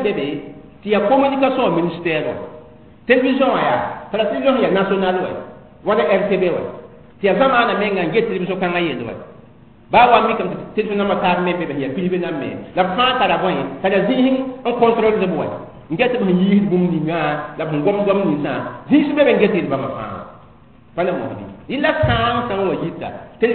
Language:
Mossi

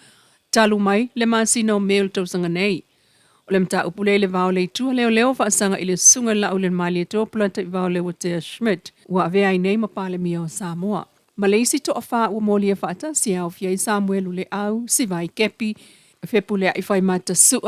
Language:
Samoan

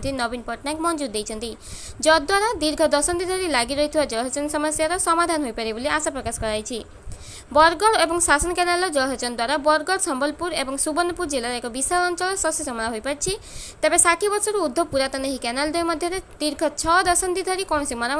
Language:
Odia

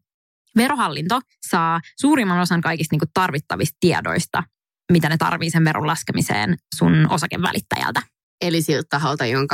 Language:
Finnish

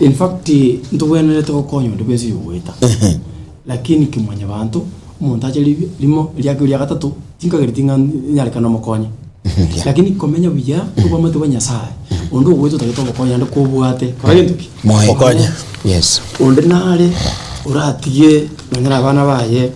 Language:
Gusii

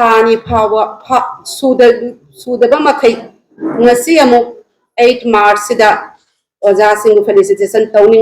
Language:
Manipuri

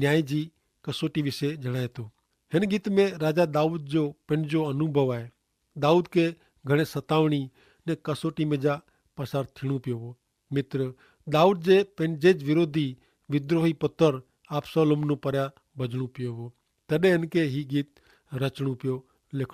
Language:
Kachhi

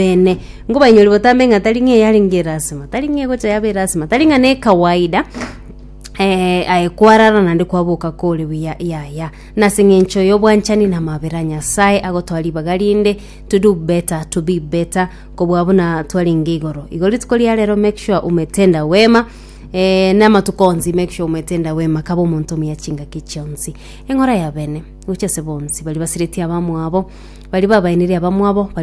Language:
Gusii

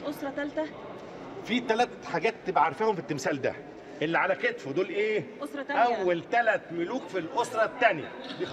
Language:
Egyptian Arabic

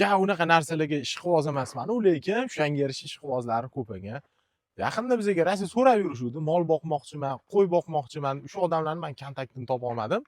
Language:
Uzbek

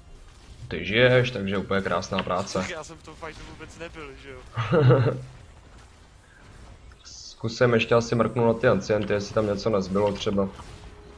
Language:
Czech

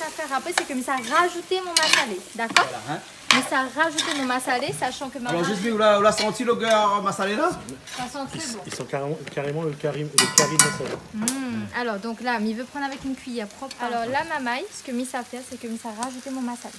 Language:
Réunion Creole French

